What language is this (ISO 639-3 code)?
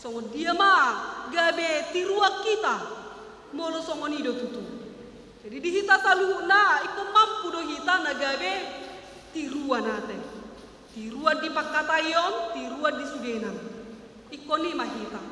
bbc